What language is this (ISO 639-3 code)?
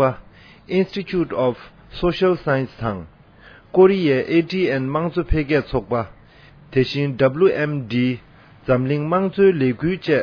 bod